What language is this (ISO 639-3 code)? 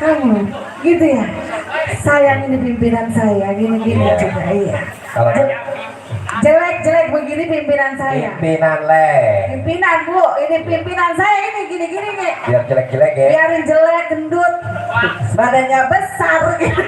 bew